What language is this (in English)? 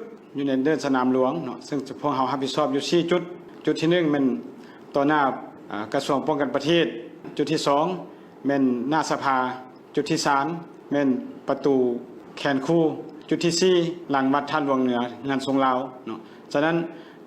Lao